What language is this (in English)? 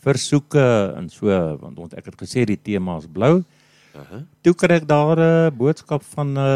Afrikaans